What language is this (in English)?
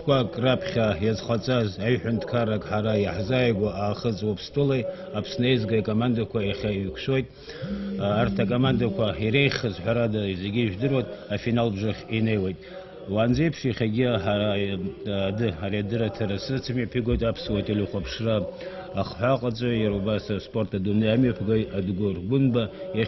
Abkhazian